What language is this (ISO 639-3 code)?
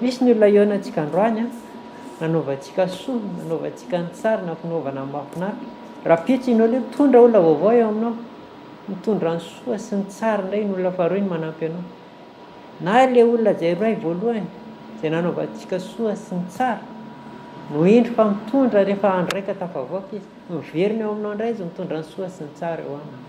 mlg